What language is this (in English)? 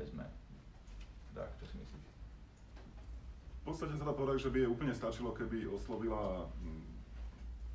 Slovak